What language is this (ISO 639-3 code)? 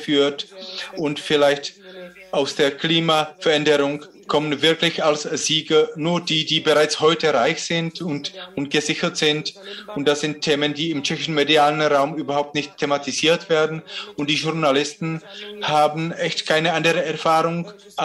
deu